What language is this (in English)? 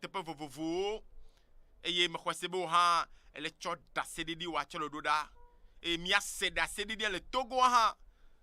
Ewe